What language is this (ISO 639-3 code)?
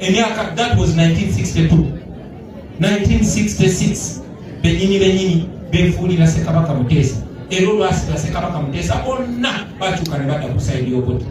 lug